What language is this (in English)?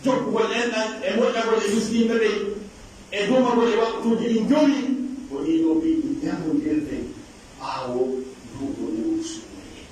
Pular